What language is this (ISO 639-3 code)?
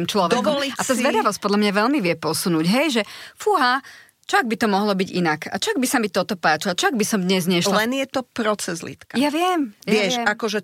slk